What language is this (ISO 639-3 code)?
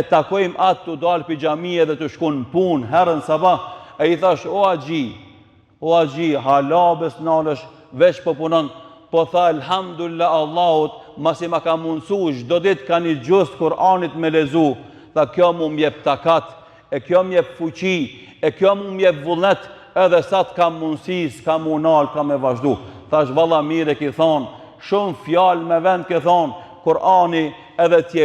sqi